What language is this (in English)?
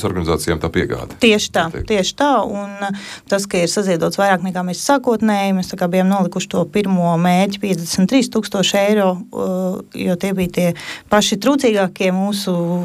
Latvian